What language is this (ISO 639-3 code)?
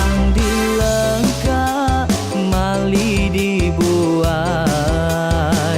iba